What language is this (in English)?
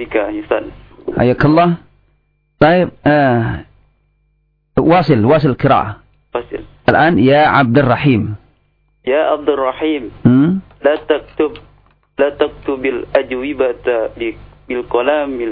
Indonesian